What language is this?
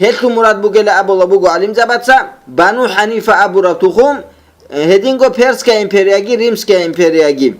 Avaric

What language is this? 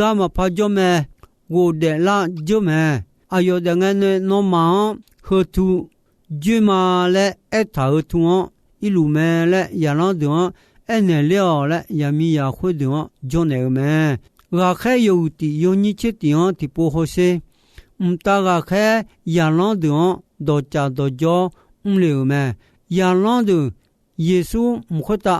Akha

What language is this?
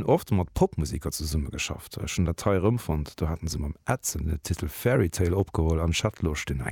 Luxembourgish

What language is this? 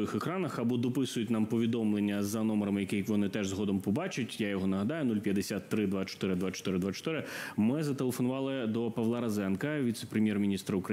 Ukrainian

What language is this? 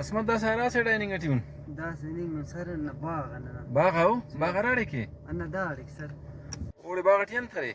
Brahui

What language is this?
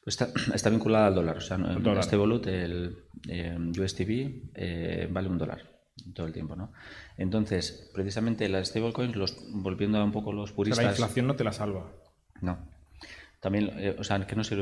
Spanish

